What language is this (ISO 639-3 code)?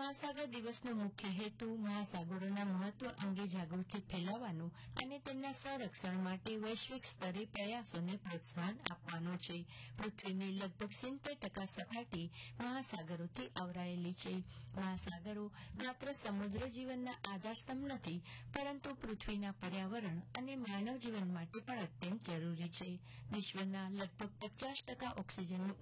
guj